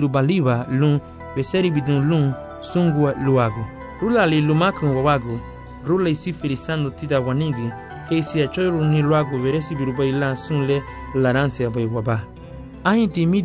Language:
Garifuna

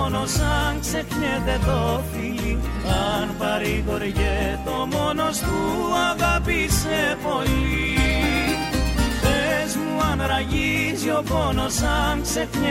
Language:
Greek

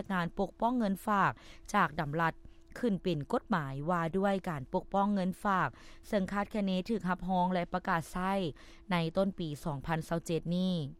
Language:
Lao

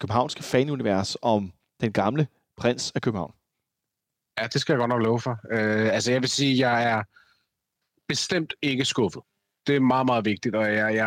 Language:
Danish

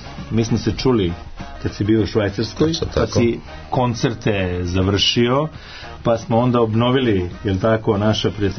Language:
Serbian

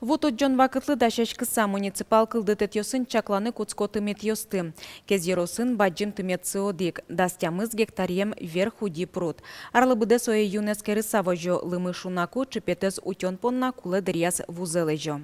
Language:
Udmurt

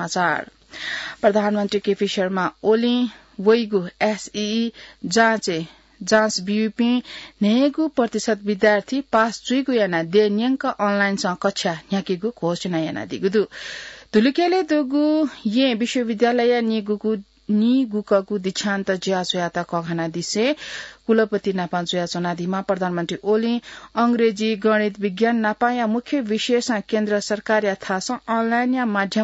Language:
Newari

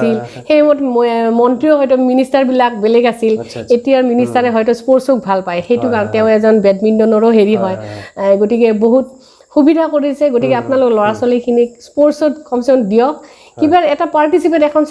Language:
Assamese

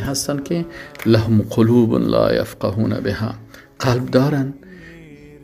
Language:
Persian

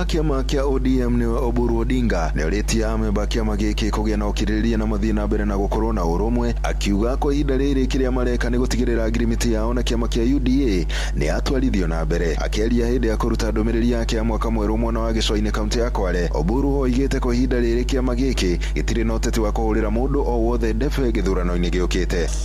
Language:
Kikuyu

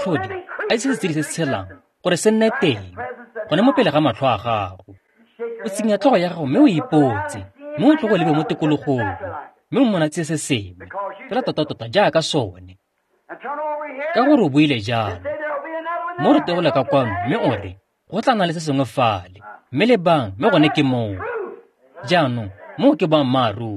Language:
Tswana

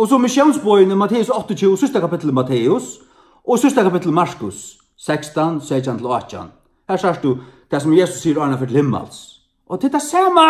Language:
Faroese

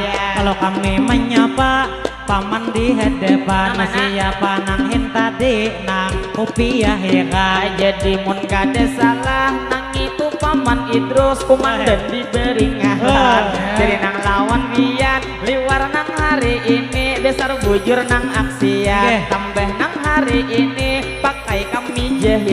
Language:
Banjar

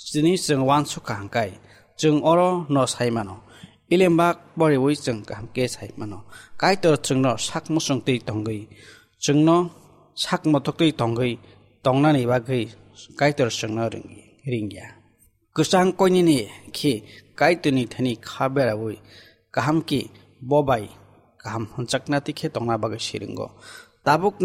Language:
Kok Borok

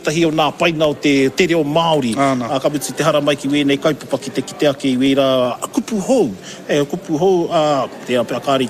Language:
Māori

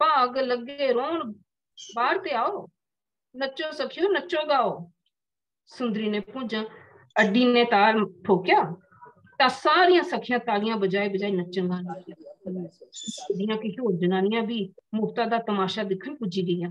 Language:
Dogri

